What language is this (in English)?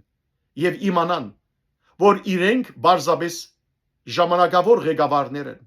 Western Armenian